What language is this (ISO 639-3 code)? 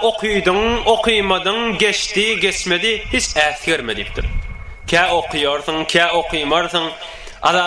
tuk